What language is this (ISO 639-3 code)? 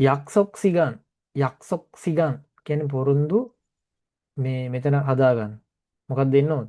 sin